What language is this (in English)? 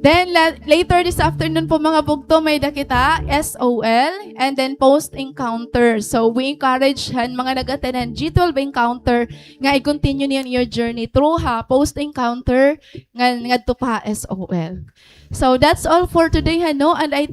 Waray